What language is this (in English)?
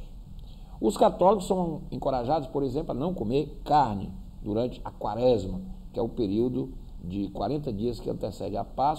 Portuguese